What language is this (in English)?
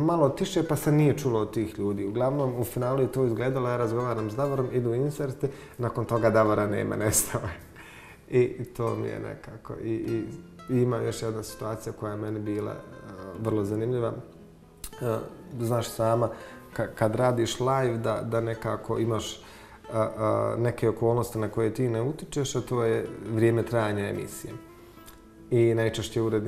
Bosnian